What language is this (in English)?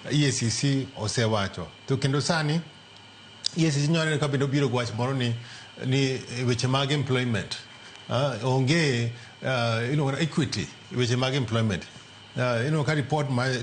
Luo (Kenya and Tanzania)